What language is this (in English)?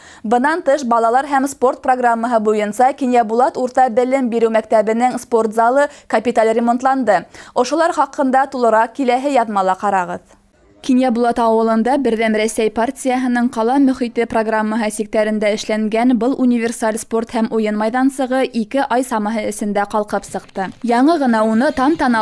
Bashkir